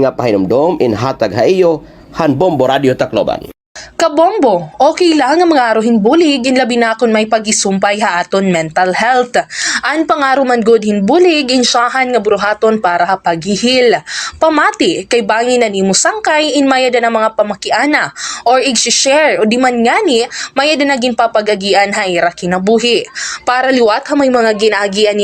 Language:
Waray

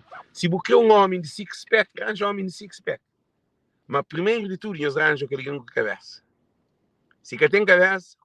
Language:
Kabuverdianu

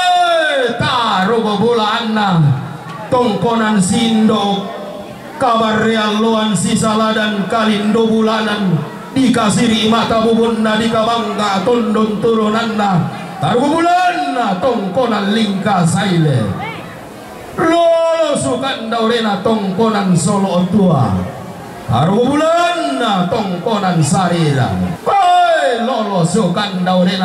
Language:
Toraja-Sa'dan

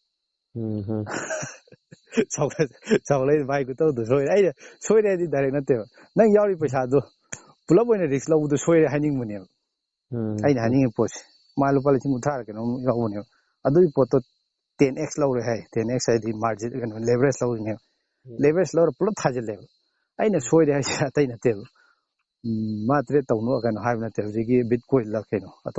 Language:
Manipuri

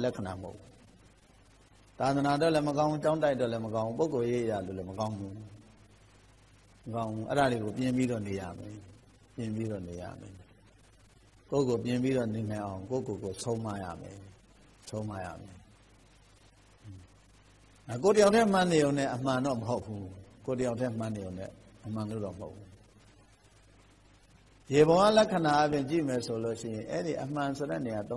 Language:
Burmese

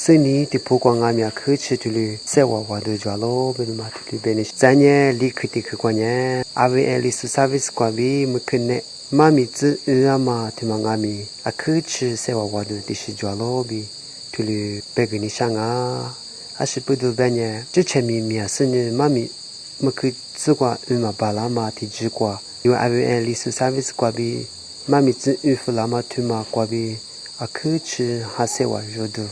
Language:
Lisu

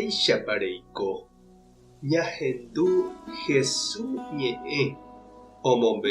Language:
Guarani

